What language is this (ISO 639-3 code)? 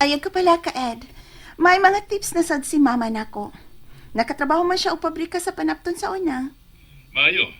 ceb